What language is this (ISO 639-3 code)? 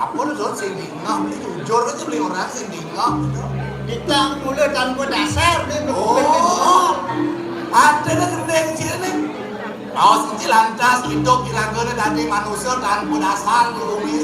ban